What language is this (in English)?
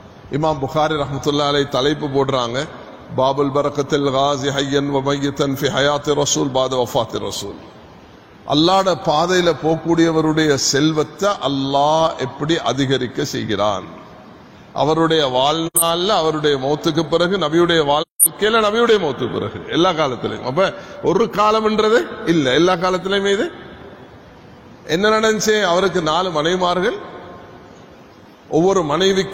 Tamil